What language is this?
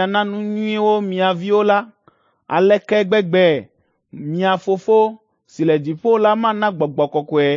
Ewe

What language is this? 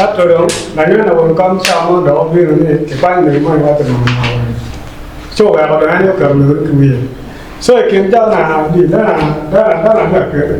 Acoli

